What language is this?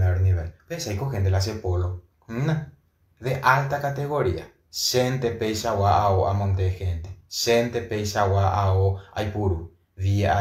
Guarani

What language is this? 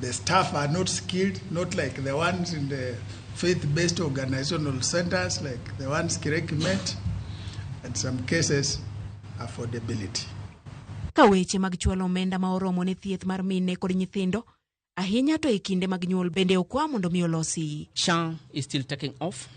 Luo (Kenya and Tanzania)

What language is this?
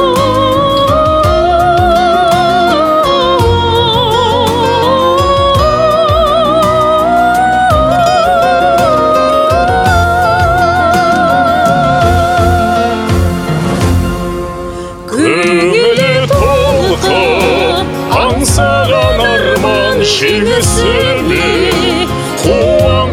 Kazakh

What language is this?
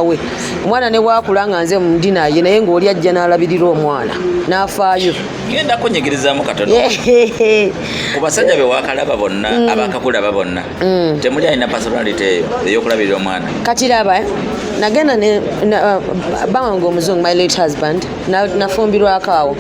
Ganda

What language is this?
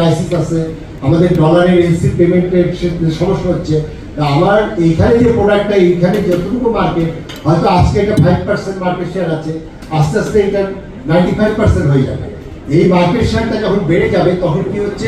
Bangla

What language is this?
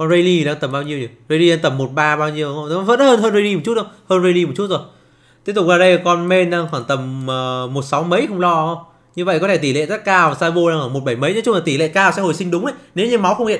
Vietnamese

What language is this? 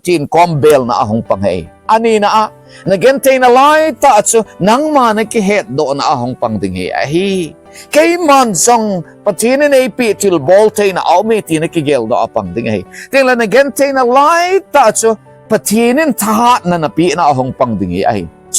Thado Chin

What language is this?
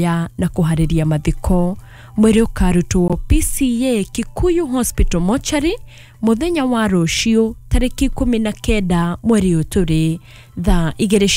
Kikuyu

